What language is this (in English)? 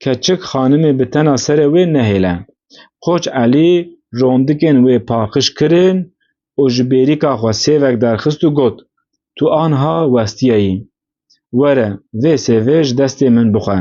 Kurdish